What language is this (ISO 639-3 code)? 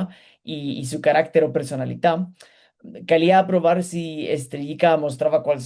lad